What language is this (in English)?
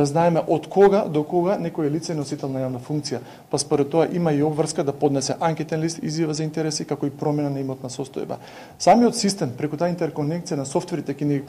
Macedonian